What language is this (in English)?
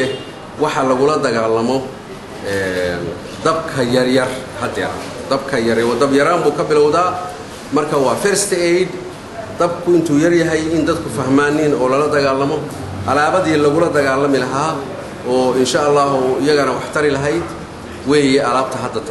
Somali